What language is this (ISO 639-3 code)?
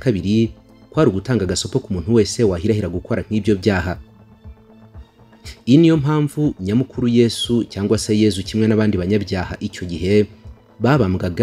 kin